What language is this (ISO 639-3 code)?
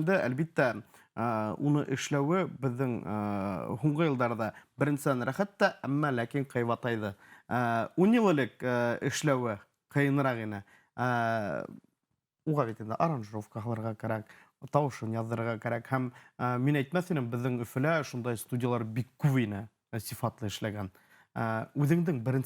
bak